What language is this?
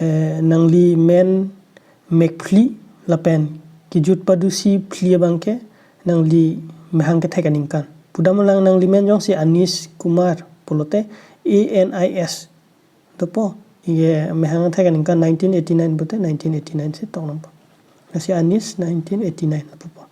Karbi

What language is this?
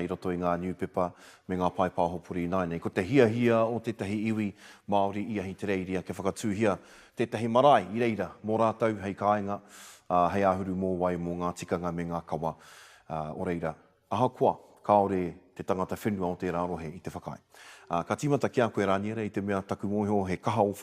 Māori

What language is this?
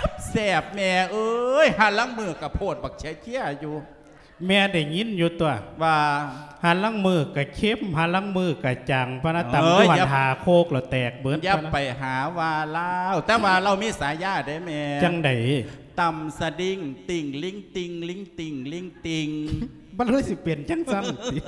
Lao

